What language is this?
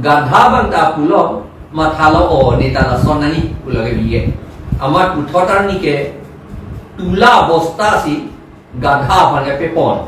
Karbi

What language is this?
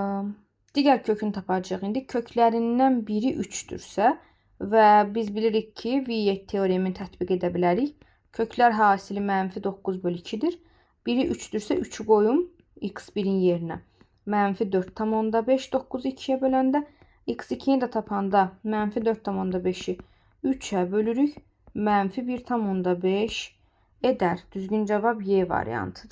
Azerbaijani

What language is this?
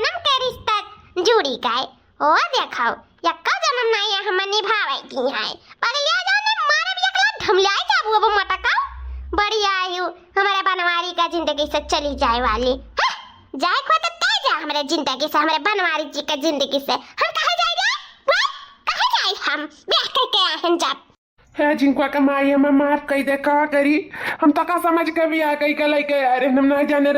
Awadhi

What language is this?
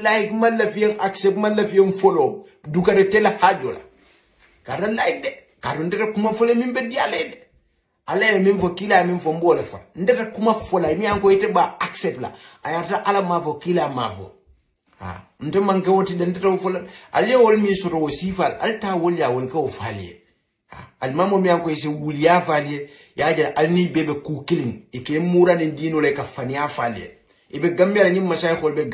Hausa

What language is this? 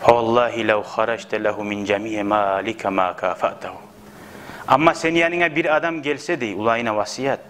Kumyk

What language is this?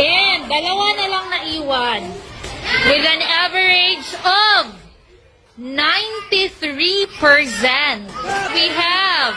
Cebuano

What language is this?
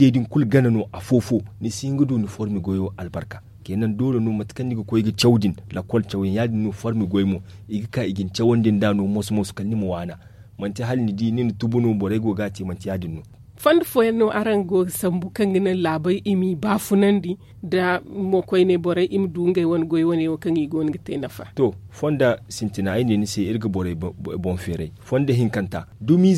Zarma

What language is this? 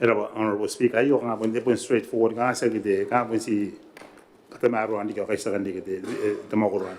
Gilbertese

